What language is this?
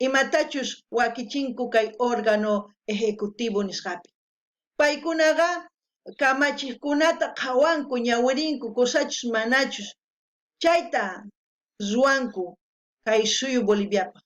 South Bolivian Quechua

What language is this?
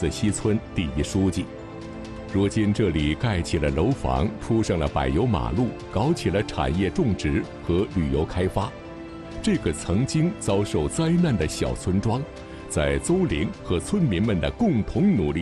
Chinese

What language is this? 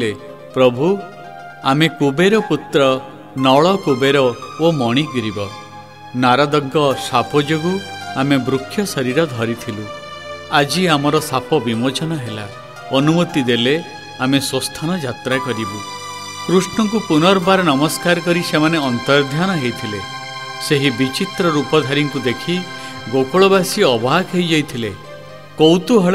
Odia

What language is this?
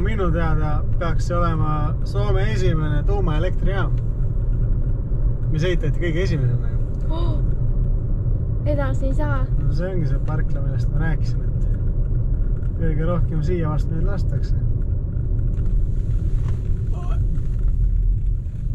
Estonian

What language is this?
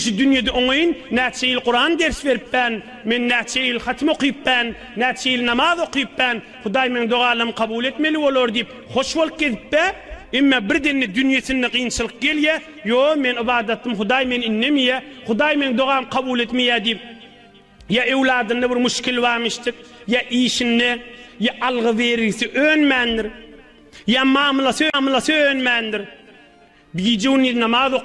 Turkmen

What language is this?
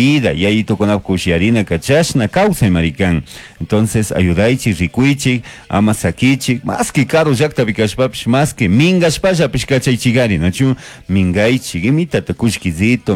Chimborazo Highland Quichua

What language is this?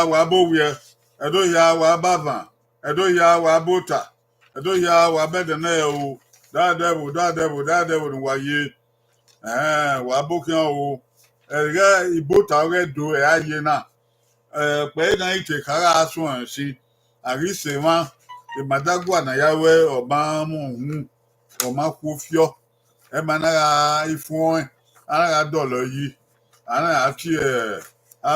Bini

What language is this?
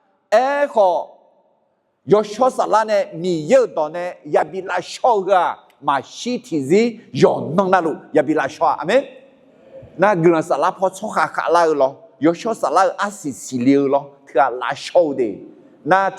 Akha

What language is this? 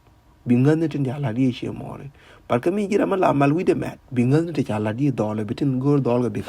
Nuer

